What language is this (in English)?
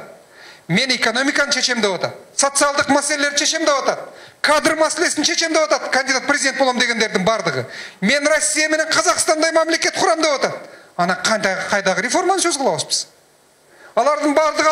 Kyrgyz